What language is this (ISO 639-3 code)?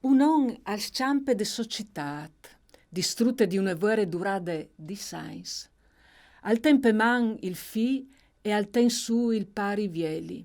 fur